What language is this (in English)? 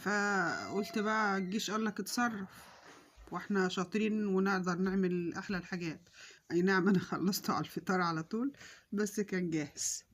Egyptian Arabic